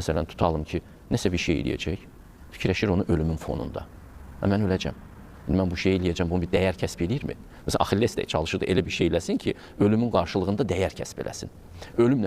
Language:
Azerbaijani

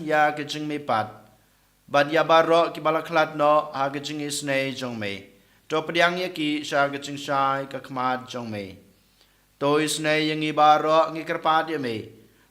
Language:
Khasi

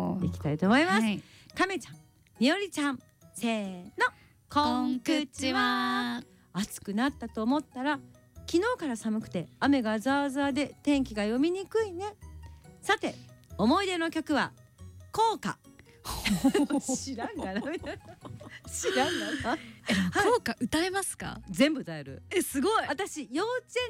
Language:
Japanese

